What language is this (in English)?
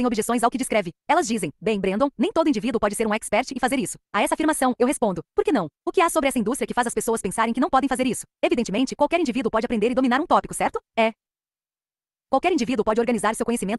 Portuguese